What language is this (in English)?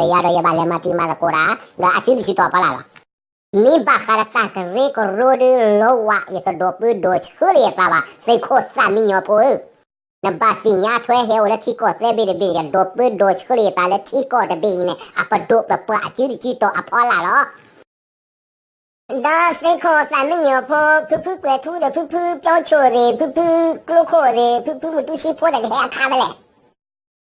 S'gaw Karen